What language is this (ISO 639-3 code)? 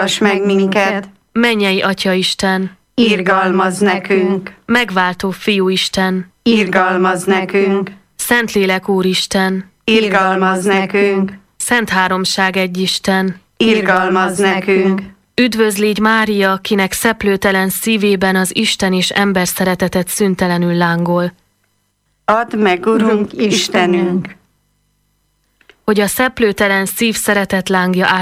hun